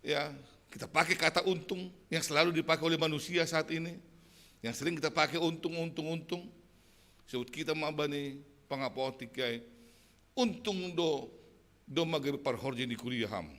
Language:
Batak Simalungun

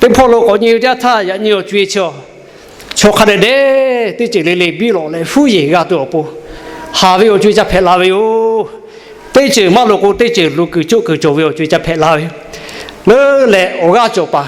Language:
Lahu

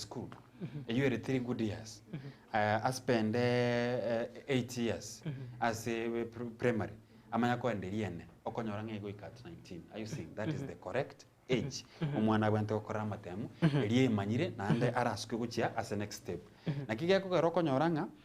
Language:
Gusii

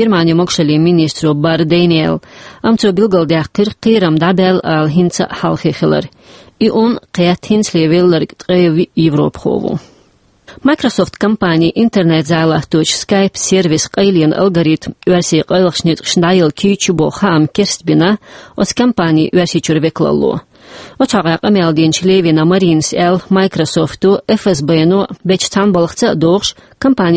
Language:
Chechen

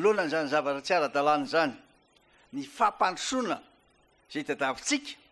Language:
Malagasy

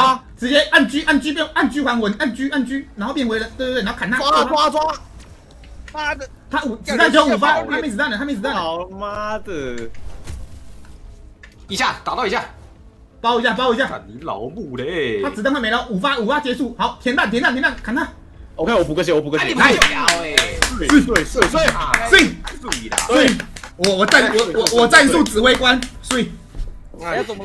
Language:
Chinese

